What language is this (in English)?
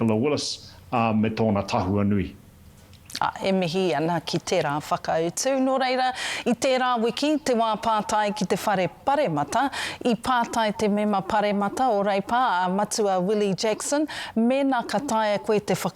Māori